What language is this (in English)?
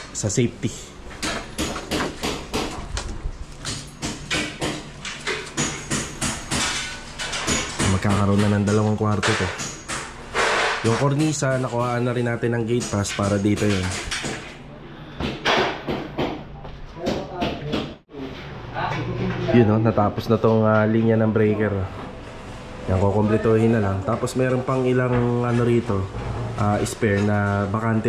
Filipino